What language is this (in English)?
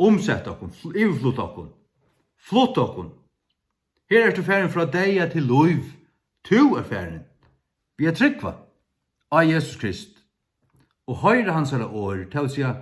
Faroese